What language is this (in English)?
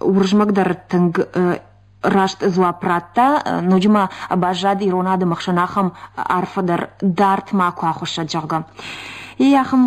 Ossetic